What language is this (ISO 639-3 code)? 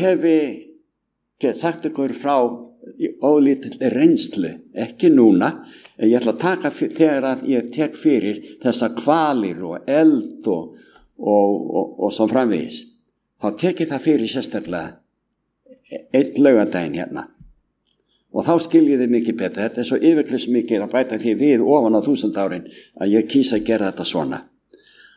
isl